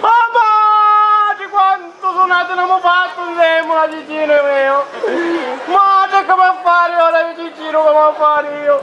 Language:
Sicilian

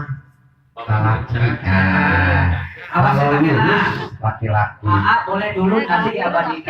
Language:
Sundanese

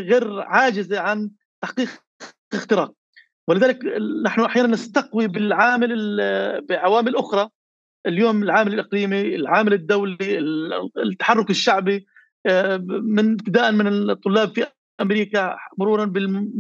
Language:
North Levantine Arabic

